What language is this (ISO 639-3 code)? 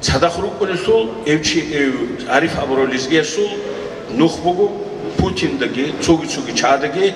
ava